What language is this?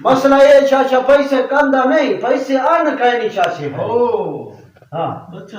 Saraiki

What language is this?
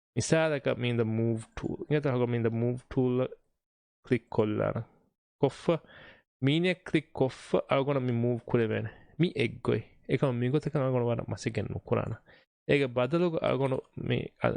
Divehi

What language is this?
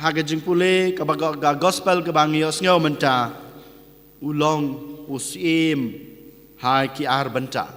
Khasi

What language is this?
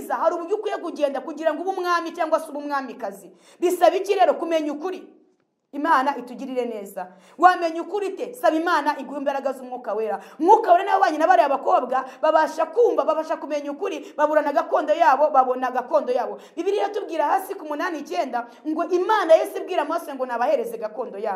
Kinyarwanda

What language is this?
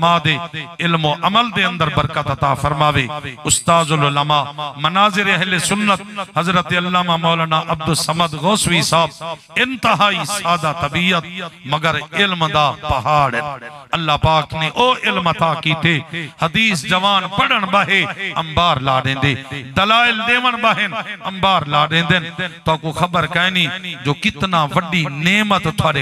Saraiki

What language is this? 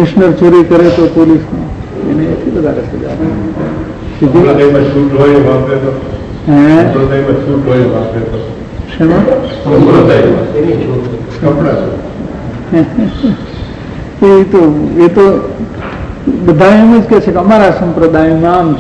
Gujarati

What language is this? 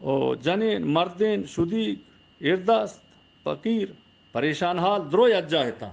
Baluchi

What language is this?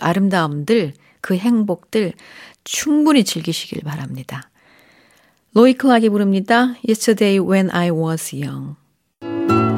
Korean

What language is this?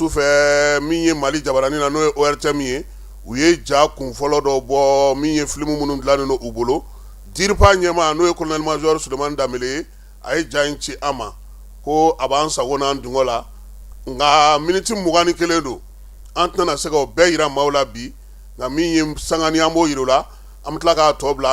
Bambara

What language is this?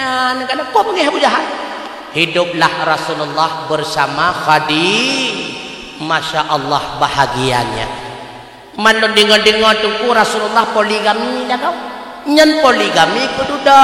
Achinese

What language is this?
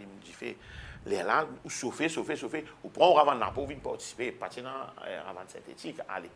Morisyen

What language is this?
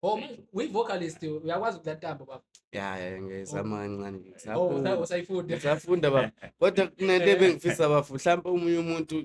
Zulu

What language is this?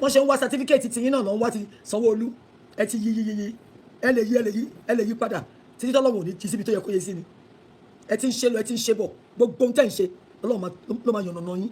Yoruba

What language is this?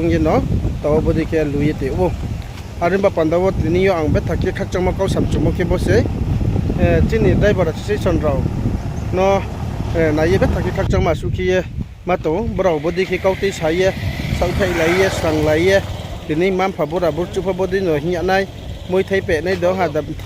Riang (India)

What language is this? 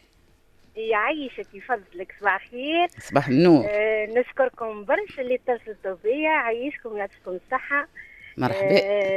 Tunisian Arabic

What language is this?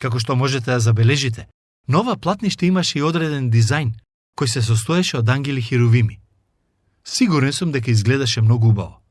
Macedonian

